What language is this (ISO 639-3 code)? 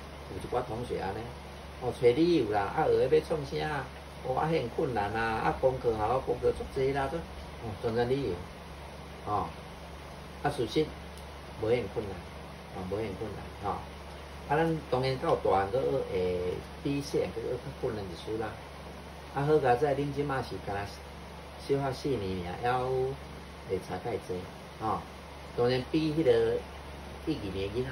nan